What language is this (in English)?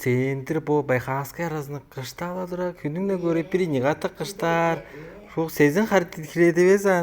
Tuvinian